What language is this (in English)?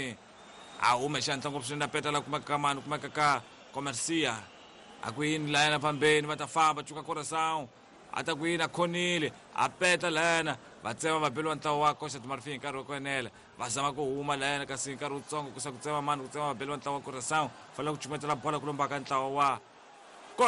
Tsonga